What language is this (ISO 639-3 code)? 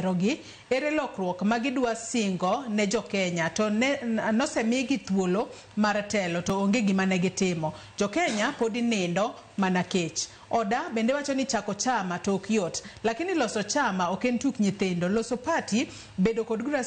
luo